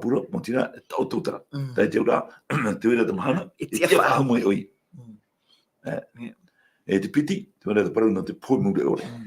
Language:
Tahitian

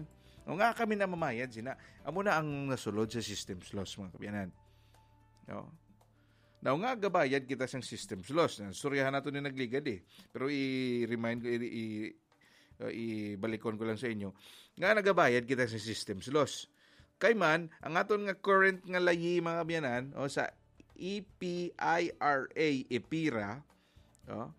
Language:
Hiligaynon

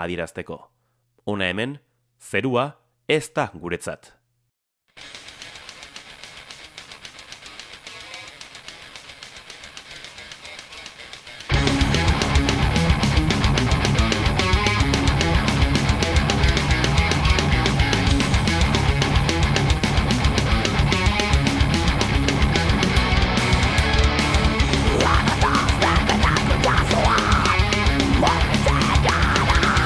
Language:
Basque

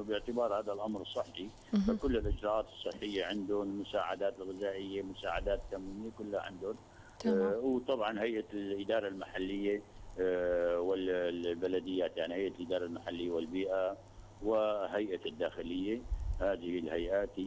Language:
North Levantine Arabic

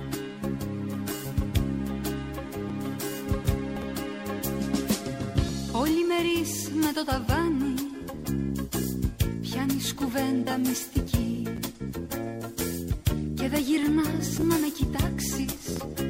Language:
Greek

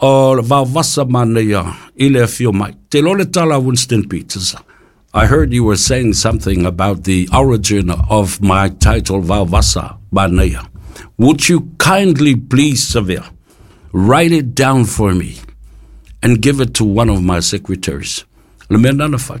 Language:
Samoan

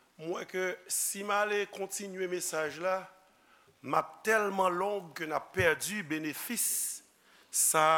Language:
Haitian Creole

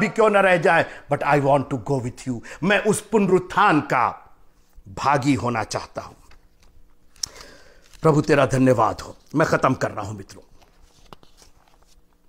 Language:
Hindi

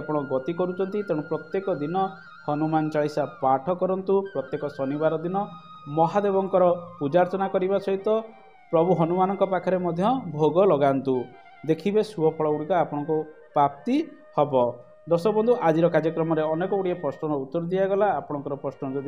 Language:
Odia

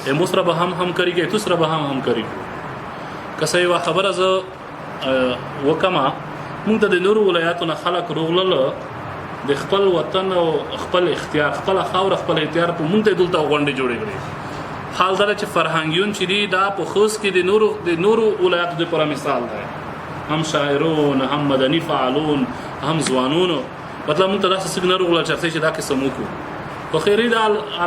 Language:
Pashto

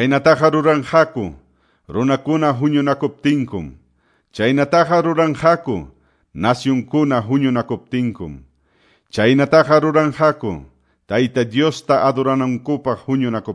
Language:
Quechua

